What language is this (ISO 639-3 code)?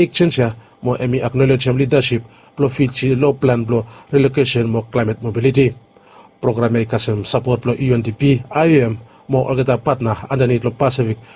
bis